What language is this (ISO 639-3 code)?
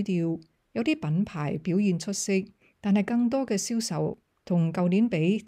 yue